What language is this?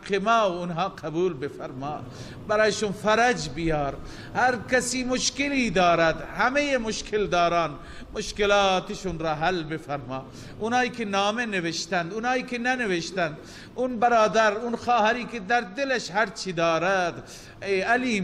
Persian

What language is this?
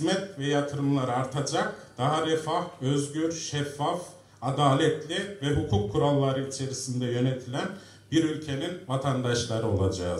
Turkish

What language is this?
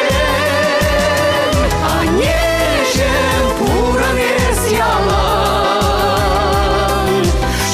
Chuvash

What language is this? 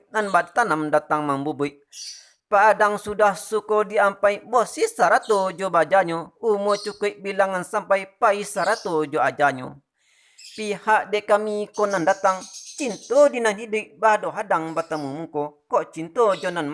Minangkabau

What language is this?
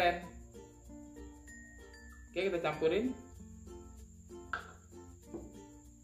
Indonesian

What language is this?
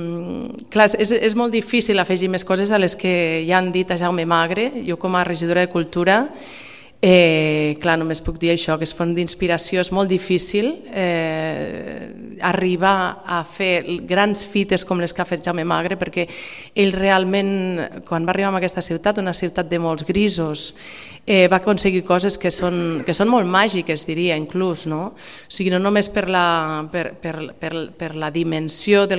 Catalan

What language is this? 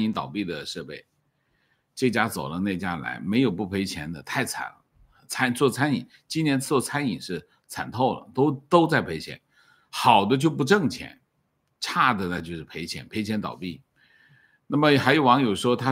Chinese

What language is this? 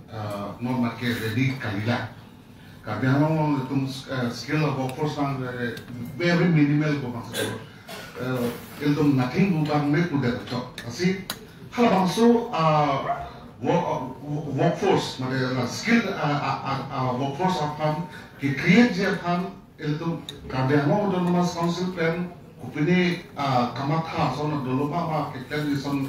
Karbi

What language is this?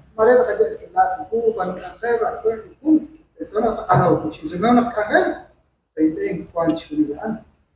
Kekchí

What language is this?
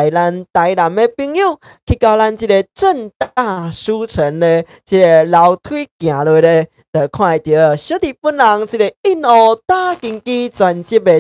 Min Nan Chinese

